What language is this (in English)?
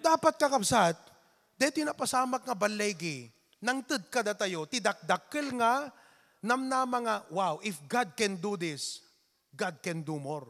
Iloko